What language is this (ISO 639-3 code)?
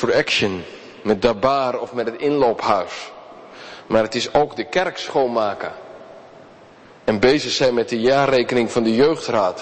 nld